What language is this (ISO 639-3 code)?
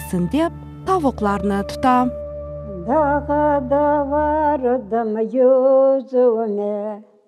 crh